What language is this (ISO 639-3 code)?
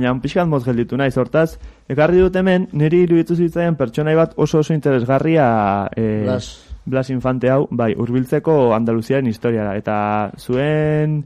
eus